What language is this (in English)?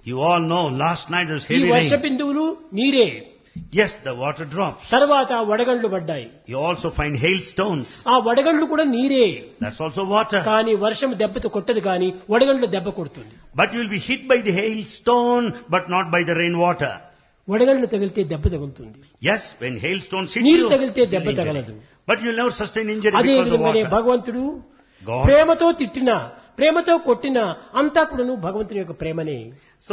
Telugu